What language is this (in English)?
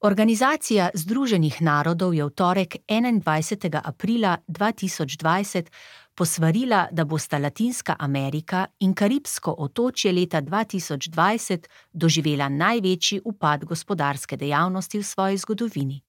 Slovenian